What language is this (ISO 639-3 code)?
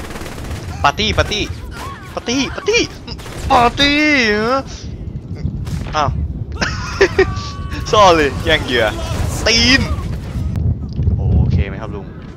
tha